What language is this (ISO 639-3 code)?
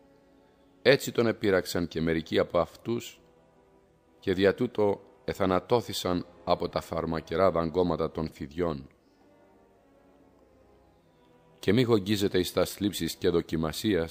ell